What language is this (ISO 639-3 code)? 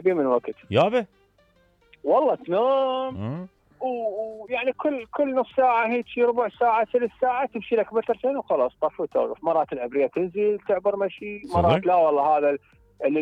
acm